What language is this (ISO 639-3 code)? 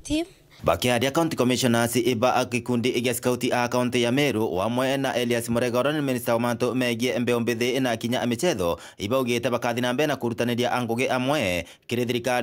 mer